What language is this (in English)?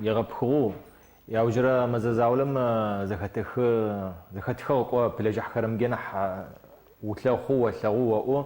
Adyghe